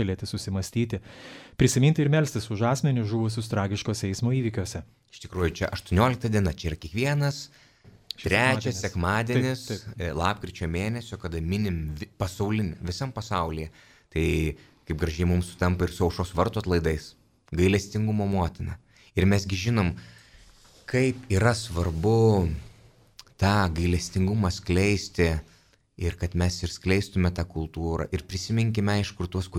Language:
Lithuanian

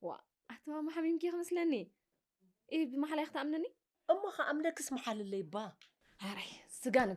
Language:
Tigrinya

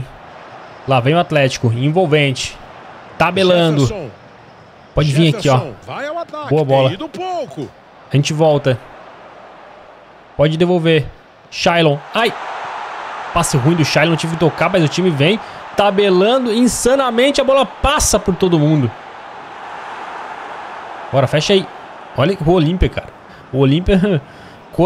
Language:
Portuguese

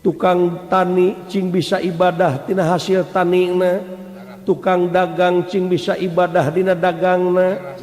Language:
Sundanese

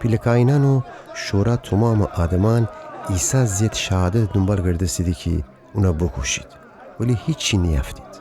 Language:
Gilaki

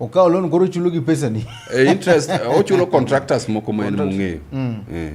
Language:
Luo (Kenya and Tanzania)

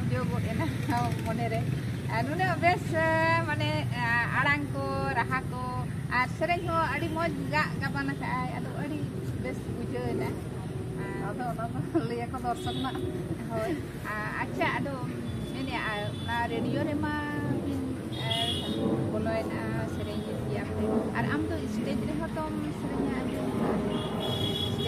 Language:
Santali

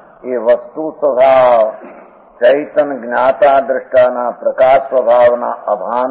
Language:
Gujarati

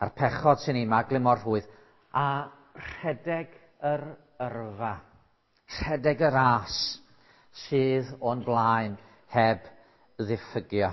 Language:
Welsh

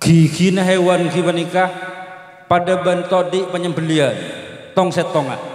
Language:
Madurese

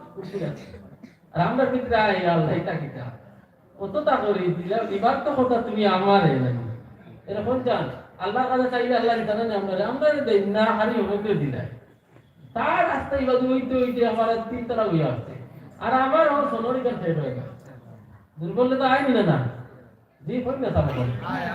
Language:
Sylheti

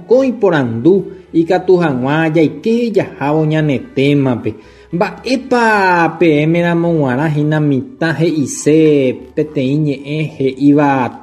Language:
Guarani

